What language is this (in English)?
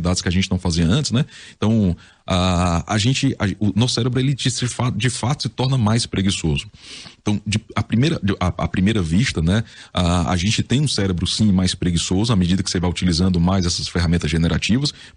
Portuguese